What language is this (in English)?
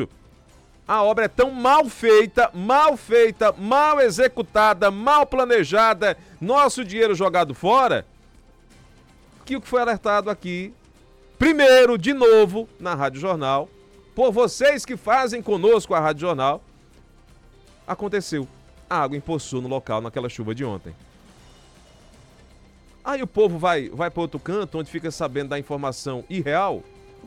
Portuguese